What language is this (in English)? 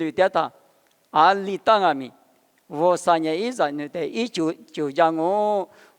Lisu